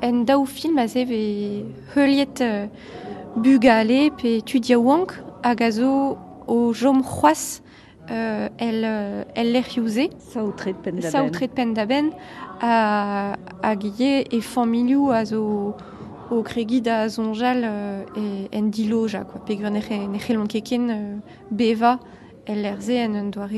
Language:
Breton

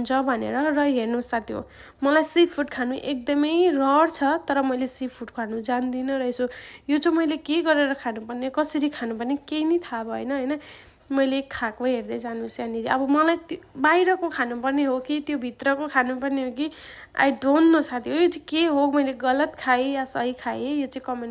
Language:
Nepali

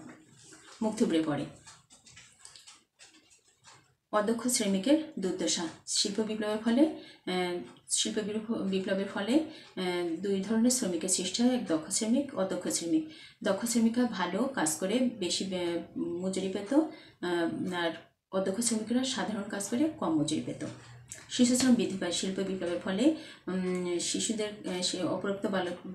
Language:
Bangla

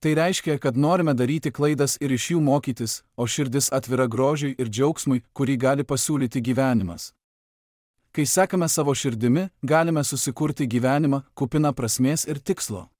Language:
Lithuanian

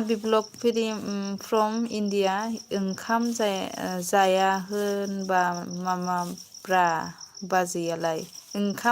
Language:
Bodo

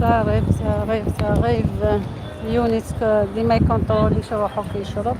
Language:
Algerian Arabic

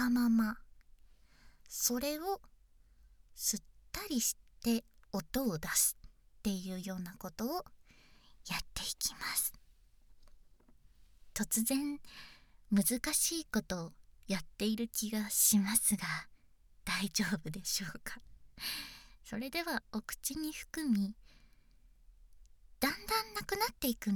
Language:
Japanese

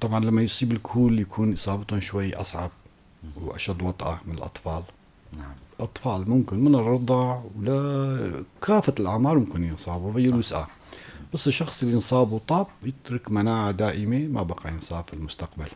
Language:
North Levantine Arabic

